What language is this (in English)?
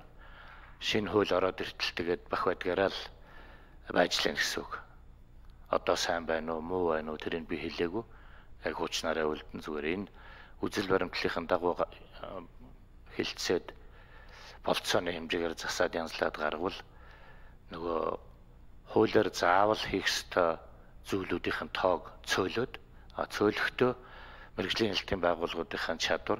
Mongolian